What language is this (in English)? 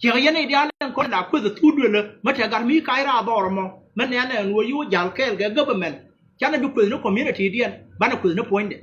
Nuer